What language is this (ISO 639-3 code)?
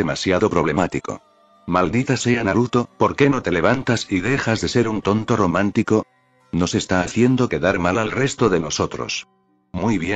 spa